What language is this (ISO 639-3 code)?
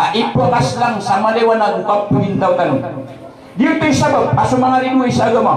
mrw